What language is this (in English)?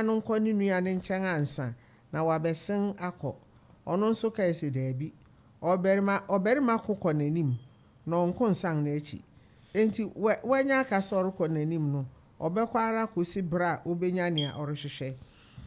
Akan